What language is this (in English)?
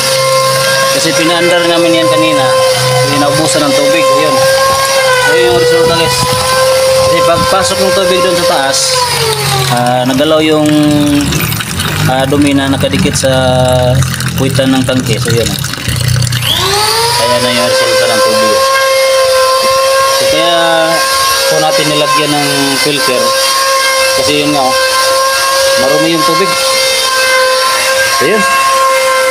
Filipino